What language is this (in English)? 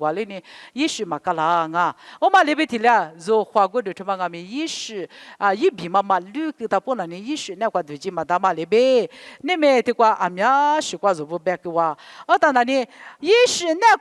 Lisu